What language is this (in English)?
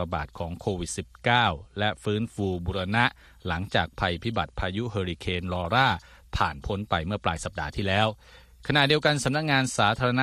Thai